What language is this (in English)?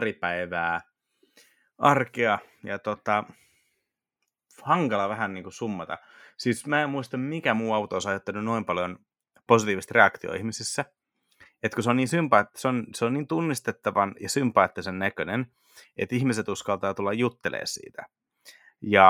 Finnish